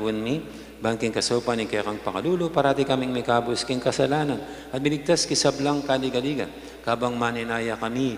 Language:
Pampanga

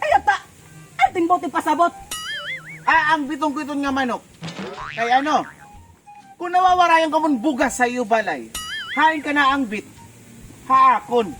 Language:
Waray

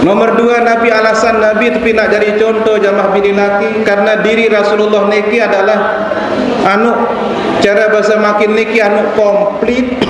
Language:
Sasak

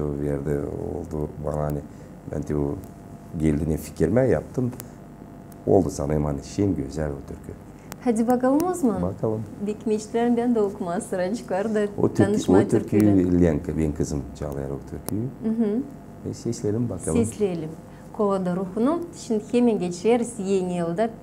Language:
Gagauz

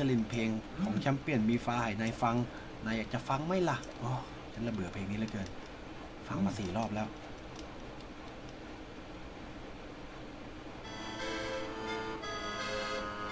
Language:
Thai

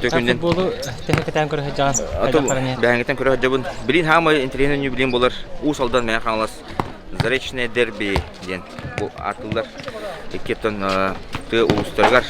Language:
Yakut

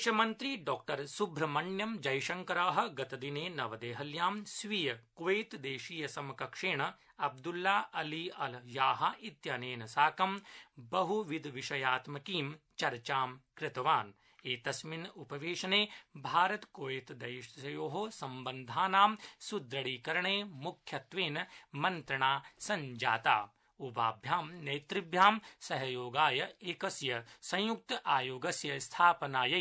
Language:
Sanskrit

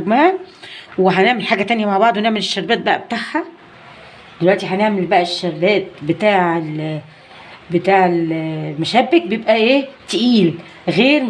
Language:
Egyptian Arabic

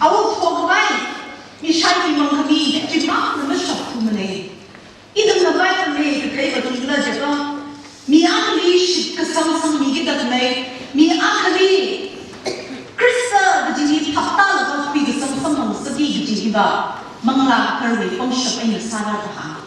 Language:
Tangkhul Naga (India)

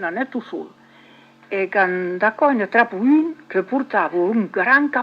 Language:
Occitan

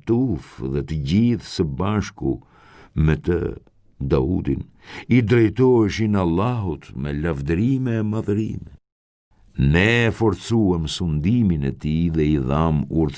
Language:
Albanian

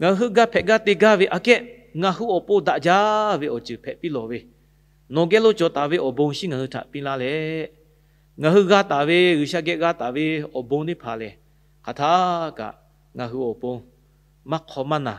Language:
Lahu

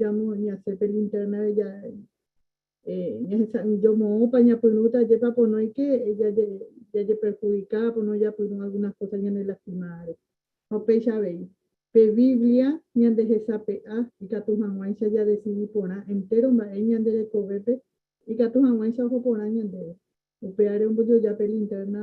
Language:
Guarani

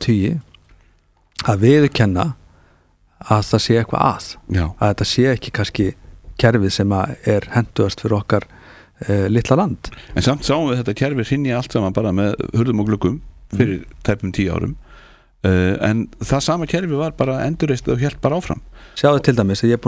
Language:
Icelandic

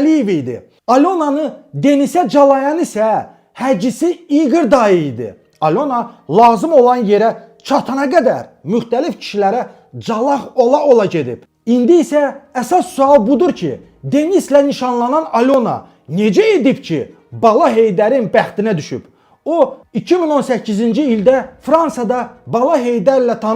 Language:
Azerbaijani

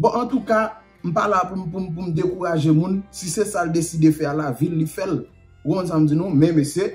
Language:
Haitian Creole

